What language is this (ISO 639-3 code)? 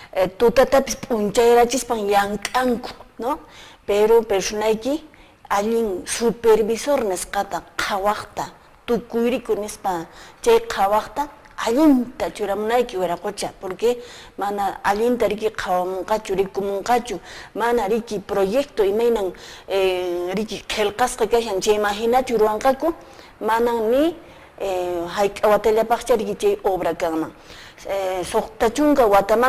que